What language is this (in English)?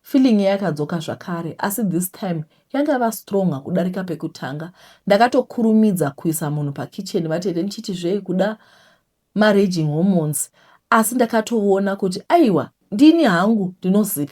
Shona